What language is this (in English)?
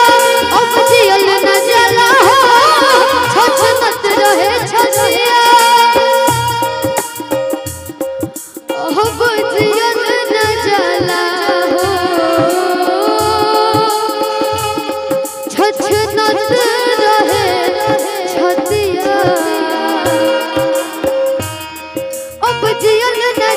Bhojpuri